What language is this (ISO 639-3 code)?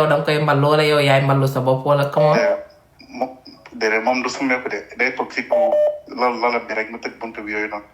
wol